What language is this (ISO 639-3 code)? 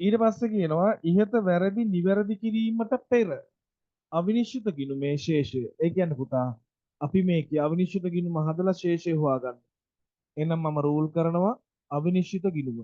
sin